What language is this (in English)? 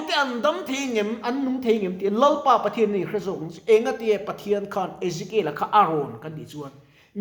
Mizo